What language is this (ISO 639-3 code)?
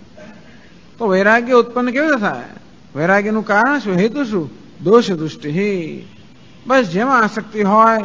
guj